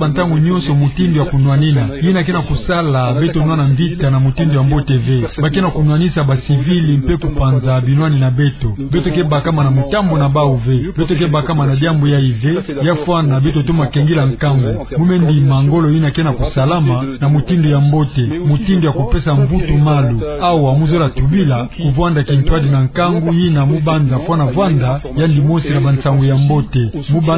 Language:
Kituba (Democratic Republic of Congo)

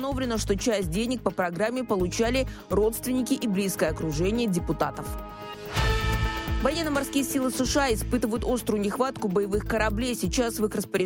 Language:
Russian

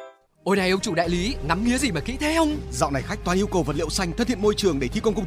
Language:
Vietnamese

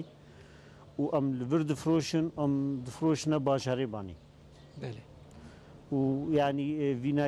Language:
Kurdish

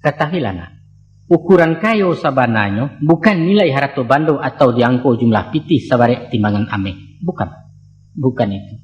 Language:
Minangkabau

